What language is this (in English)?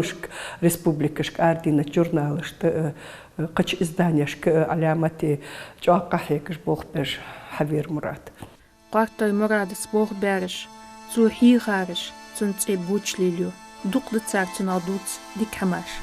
Ingush